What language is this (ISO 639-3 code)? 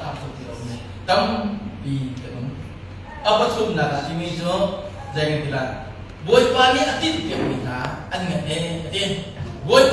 cnh